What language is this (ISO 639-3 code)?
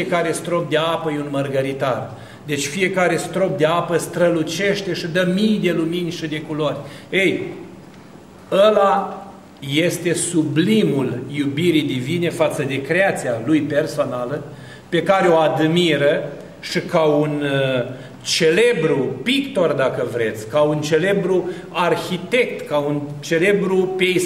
ron